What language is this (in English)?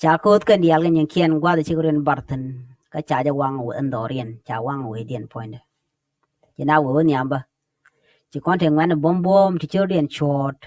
Nuer